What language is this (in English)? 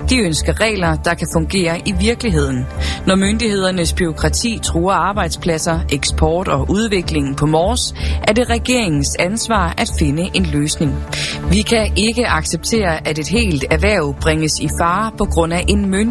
Danish